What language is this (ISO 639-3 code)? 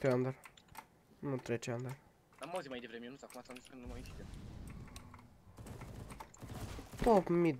ron